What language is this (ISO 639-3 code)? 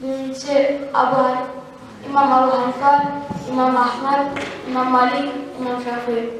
kum